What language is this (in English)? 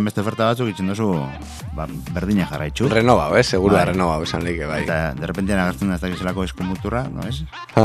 Basque